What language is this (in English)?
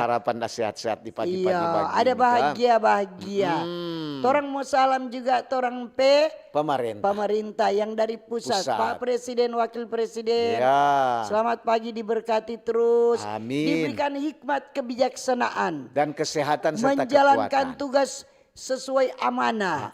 Manado Malay